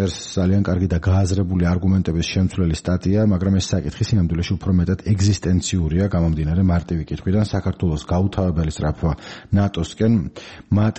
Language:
Georgian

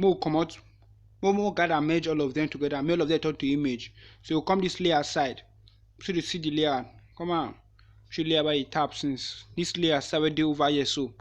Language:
Nigerian Pidgin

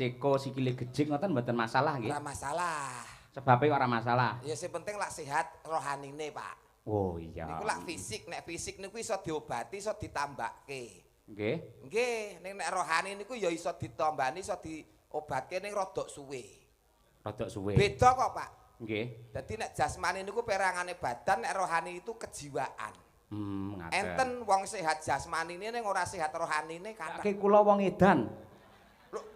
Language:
Javanese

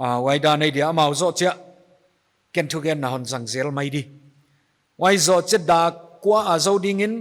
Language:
Paite Chin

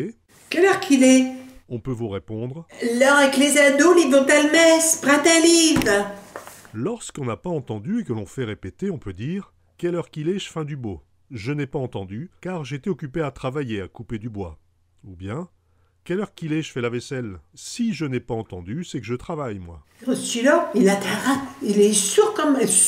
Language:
Picard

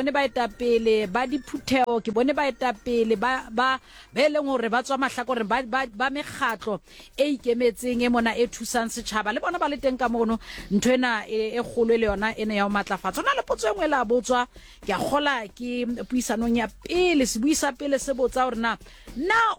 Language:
Southern Sotho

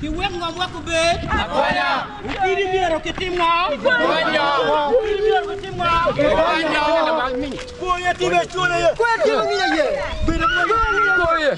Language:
Acoli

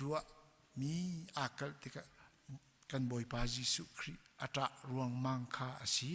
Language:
Hakha Chin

